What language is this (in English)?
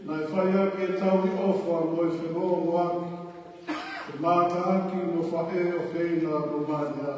Tongan